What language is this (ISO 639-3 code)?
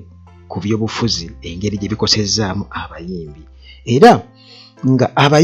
lug